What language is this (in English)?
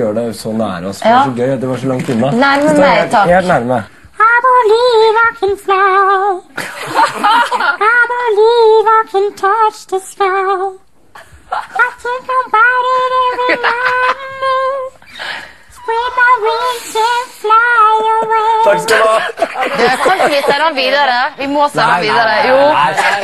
Norwegian